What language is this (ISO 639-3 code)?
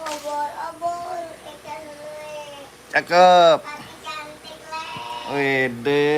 bew